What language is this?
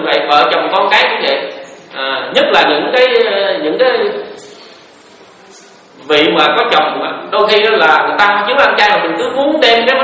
Vietnamese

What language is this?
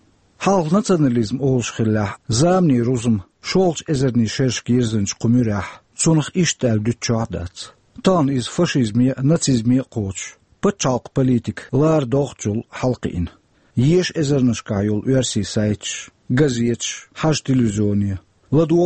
Chechen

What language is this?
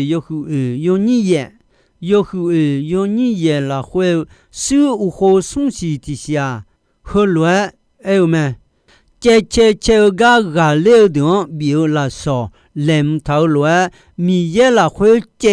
Akha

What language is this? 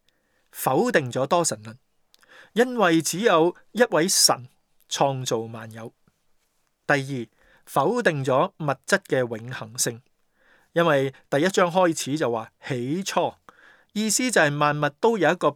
Cantonese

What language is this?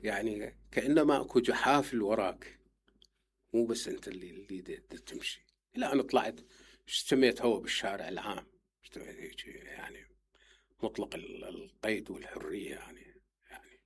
Mesopotamian Arabic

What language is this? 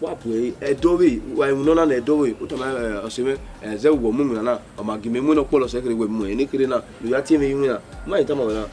Bini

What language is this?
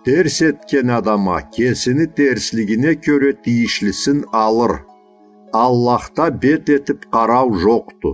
Karachay-Balkar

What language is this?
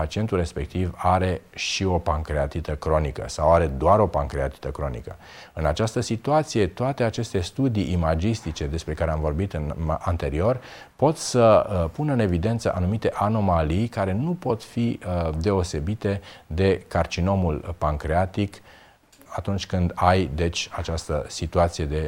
Romanian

